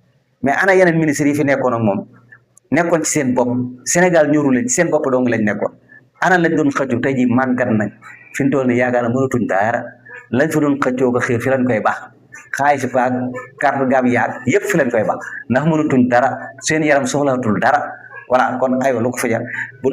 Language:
Wolof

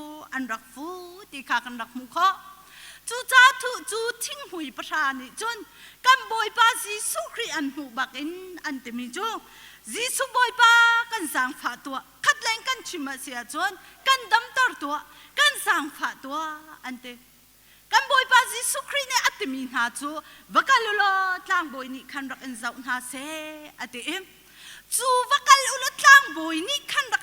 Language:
Hakha Chin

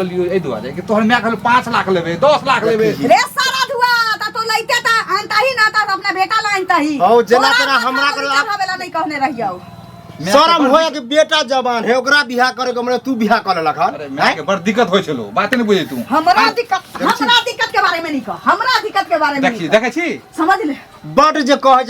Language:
Maithili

